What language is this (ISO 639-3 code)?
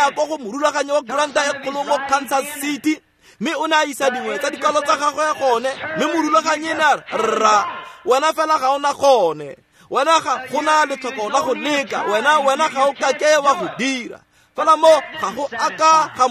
tsn